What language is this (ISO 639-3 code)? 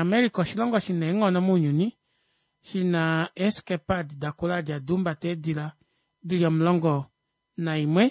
kua